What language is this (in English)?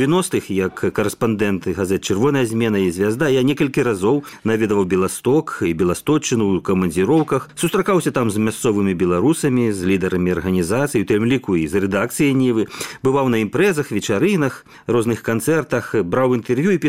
Belarusian